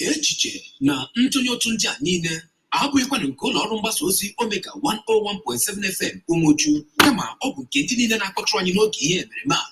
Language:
Igbo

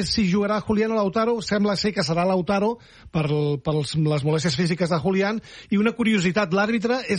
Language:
Catalan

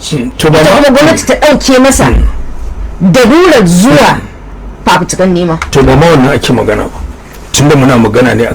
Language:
Hausa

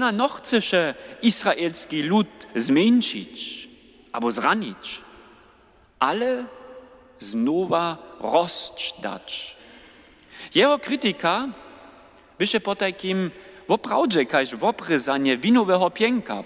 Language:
Upper Sorbian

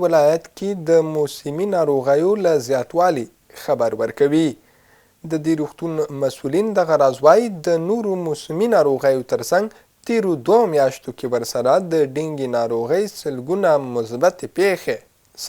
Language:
Pashto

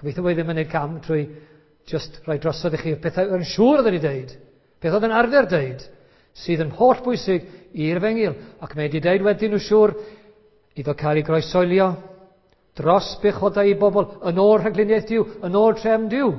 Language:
Welsh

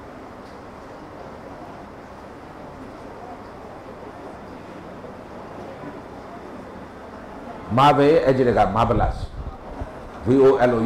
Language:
Burmese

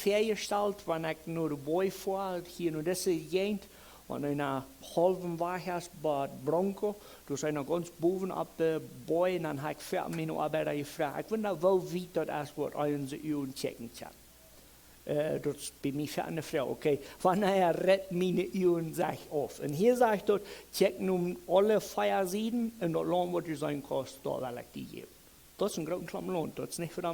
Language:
Plautdietsch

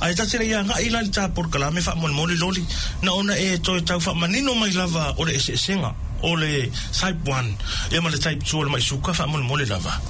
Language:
Samoan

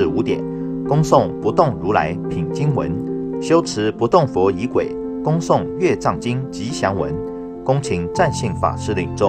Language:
Chinese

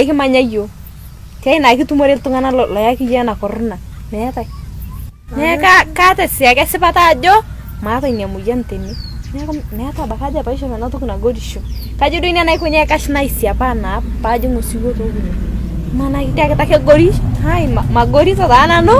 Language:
Masai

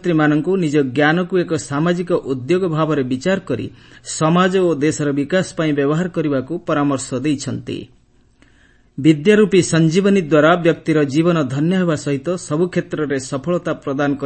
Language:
Odia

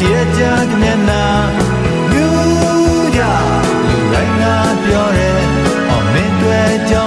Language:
Burmese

